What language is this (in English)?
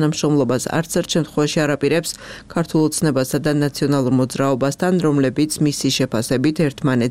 Georgian